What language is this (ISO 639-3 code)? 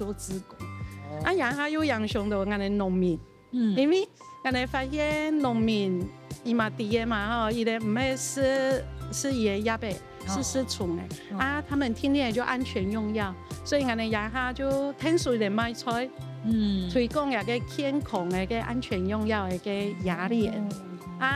hak